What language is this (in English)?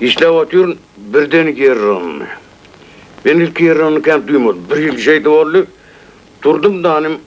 Turkmen